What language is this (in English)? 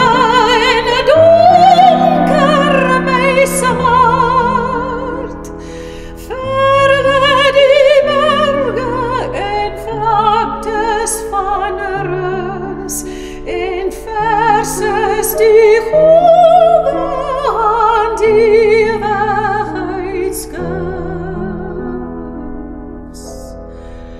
Afrikaans